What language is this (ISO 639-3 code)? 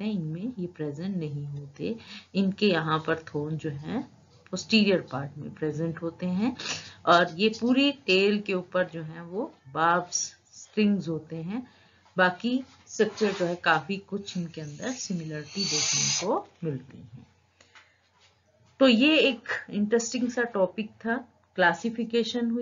hin